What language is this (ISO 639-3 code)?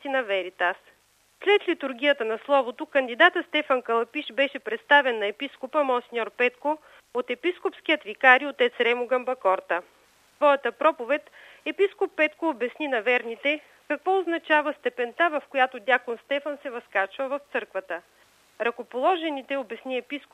bul